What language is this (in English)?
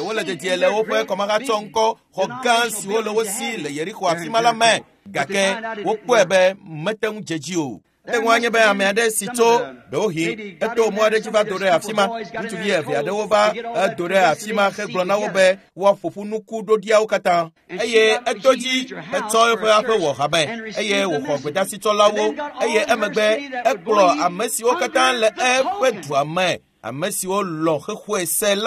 Ewe